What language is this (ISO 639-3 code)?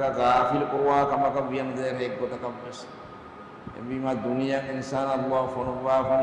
div